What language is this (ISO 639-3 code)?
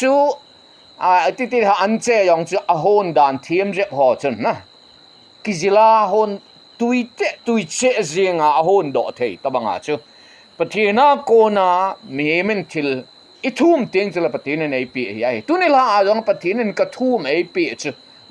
tcz